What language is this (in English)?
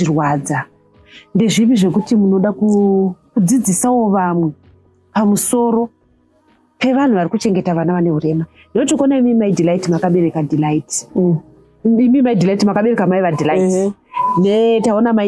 Shona